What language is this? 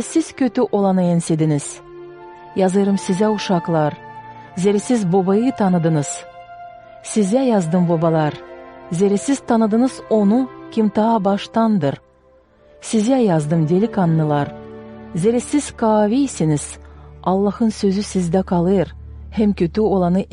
Gagauz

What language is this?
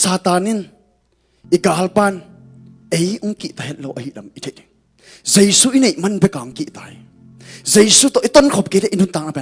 Tedim Chin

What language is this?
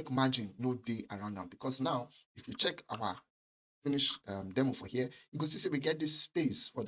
Nigerian Pidgin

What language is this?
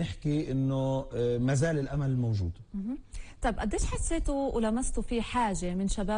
North Levantine Arabic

